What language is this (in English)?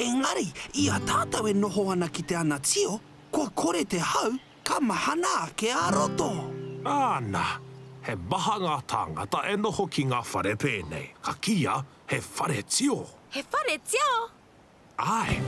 Māori